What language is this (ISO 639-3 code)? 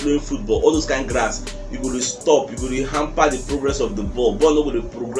pcm